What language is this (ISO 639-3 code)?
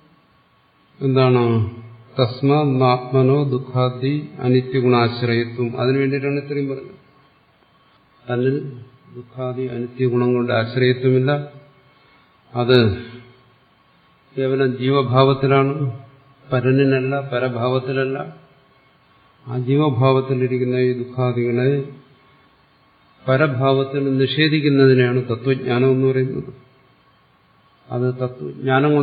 mal